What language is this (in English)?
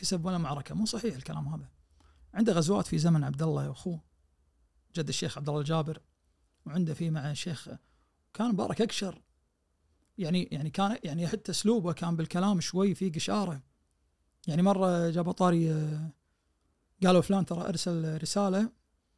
Najdi Arabic